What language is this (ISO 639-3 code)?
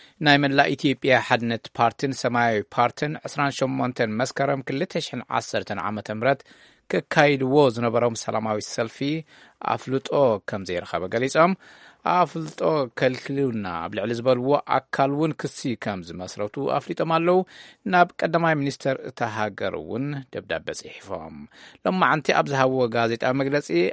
tir